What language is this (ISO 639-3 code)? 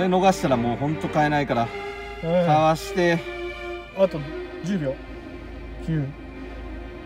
jpn